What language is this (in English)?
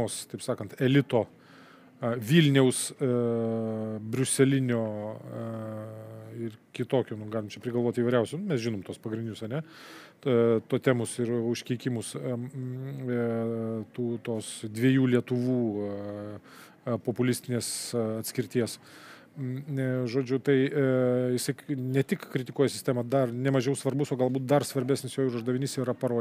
Lithuanian